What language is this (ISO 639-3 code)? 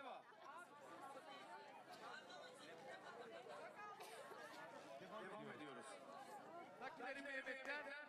tur